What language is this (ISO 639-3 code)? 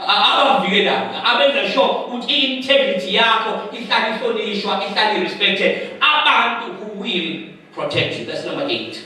zul